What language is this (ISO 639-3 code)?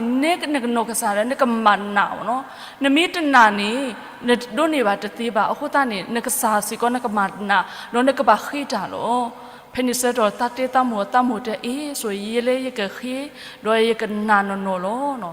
ksw